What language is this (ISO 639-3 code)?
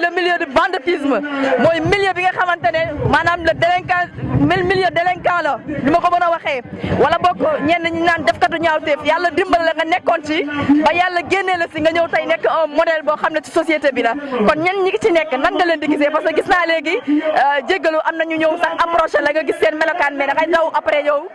wol